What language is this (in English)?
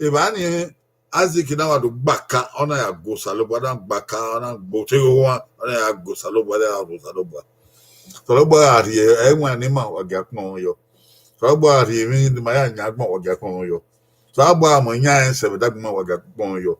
Bini